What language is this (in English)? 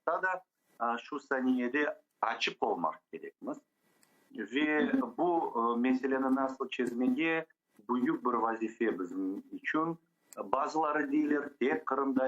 Crimean Tatar